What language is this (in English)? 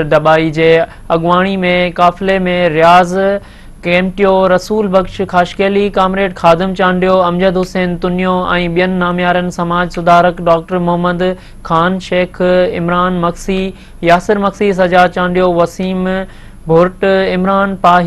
Sindhi